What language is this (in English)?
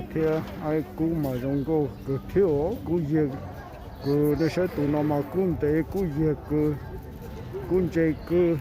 Hmong